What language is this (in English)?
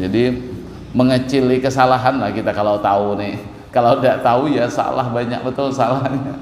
Banjar